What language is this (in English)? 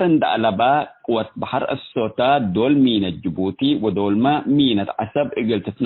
Tigre